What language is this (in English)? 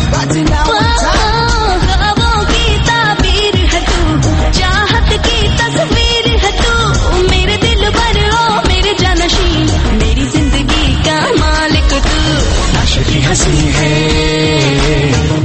Persian